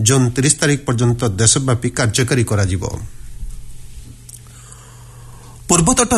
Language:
Odia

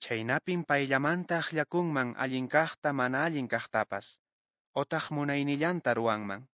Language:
Quechua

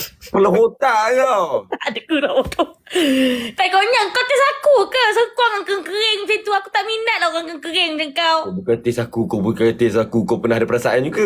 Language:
Malay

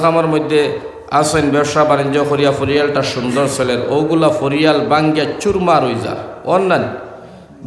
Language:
Sylheti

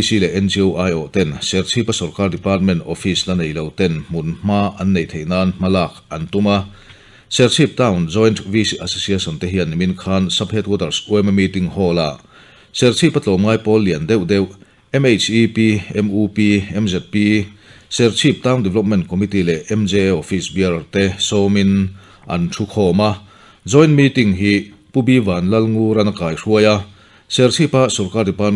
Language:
Mizo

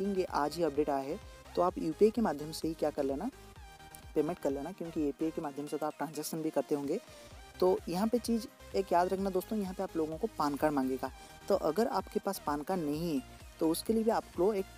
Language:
Hindi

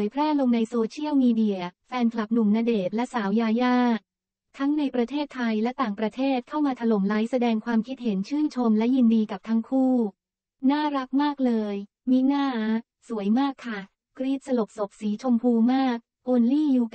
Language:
Thai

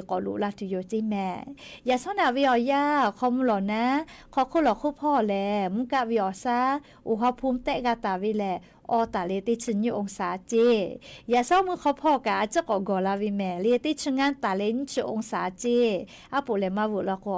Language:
Lahu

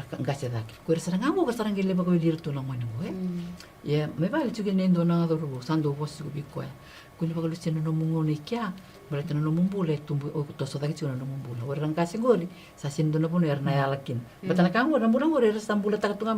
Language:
Fijian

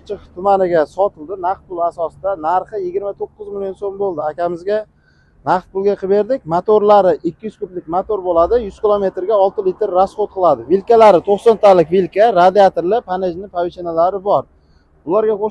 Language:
Uzbek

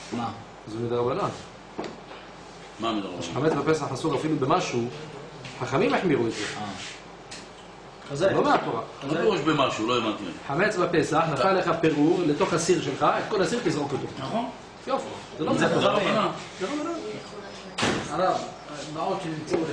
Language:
Hebrew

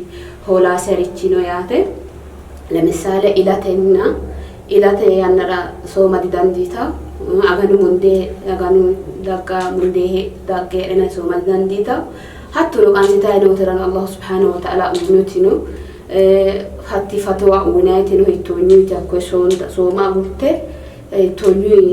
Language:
Sidamo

